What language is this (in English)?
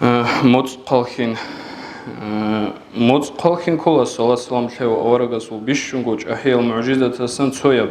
Avaric